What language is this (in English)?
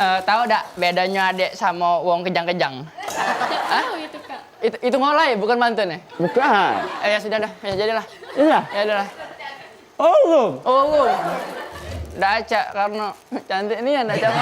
Musi